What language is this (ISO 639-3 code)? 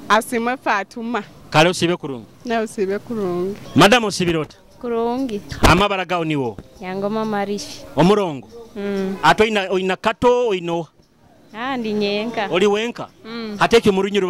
nyo